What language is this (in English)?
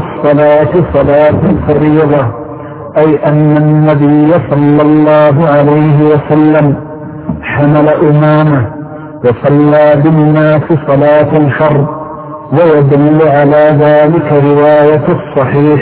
Arabic